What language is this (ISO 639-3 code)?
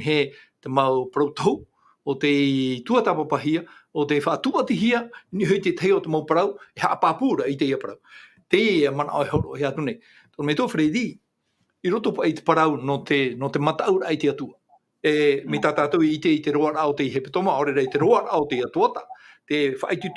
tah